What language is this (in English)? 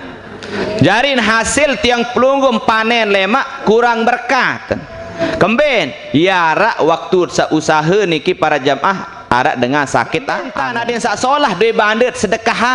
Sasak